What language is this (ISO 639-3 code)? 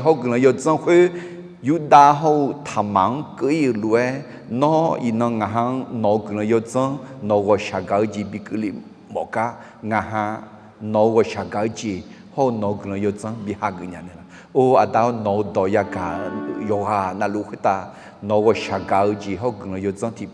ahk